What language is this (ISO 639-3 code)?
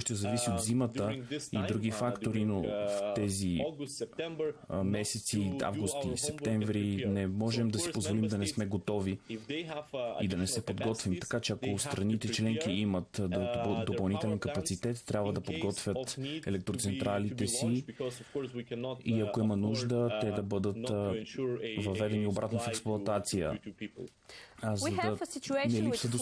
bul